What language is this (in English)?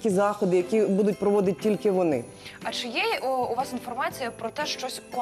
Ukrainian